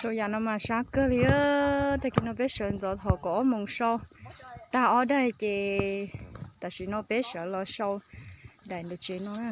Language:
Hmong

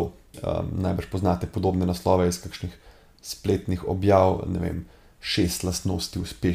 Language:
Slovenian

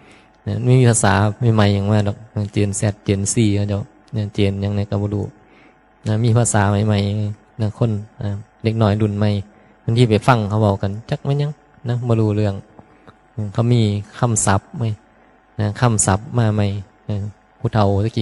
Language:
Northeastern Thai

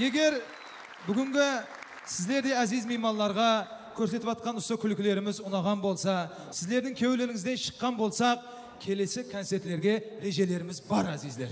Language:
Kara-Kalpak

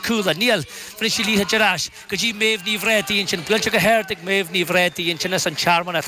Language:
Irish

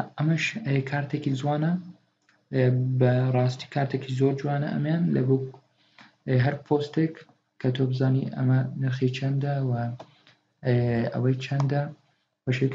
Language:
Central Kurdish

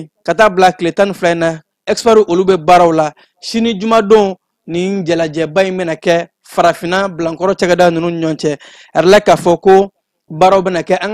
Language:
Bambara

